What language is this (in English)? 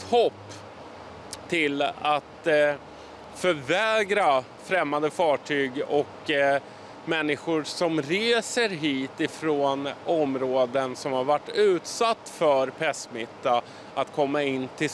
Swedish